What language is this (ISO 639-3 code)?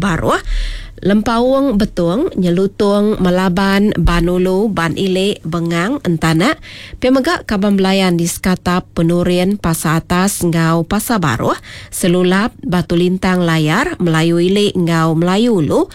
iba